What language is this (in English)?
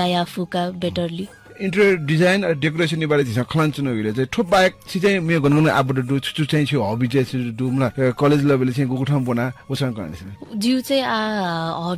Newari